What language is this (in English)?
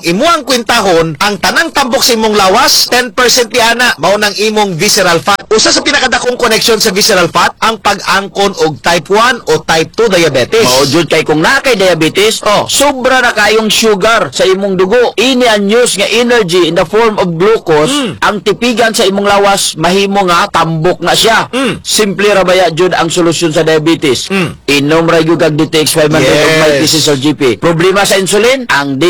Cebuano